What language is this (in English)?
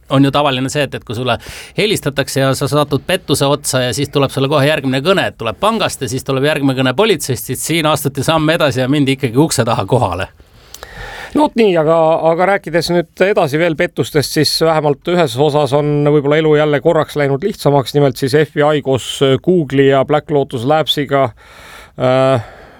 Estonian